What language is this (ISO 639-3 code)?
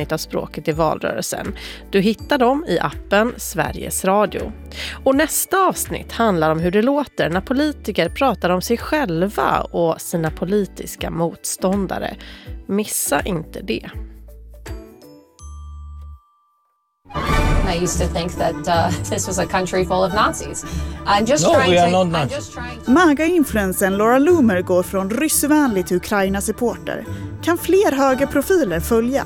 swe